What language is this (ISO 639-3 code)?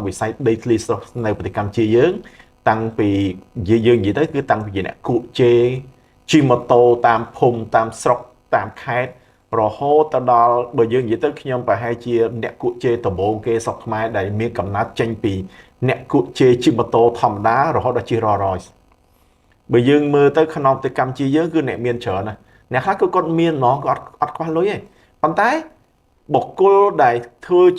khm